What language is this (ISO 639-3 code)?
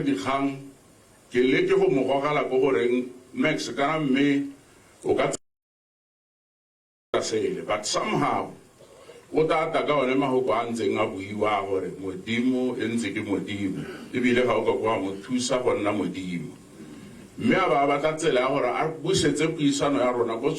tsn